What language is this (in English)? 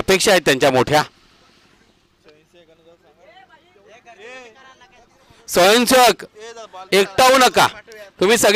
Marathi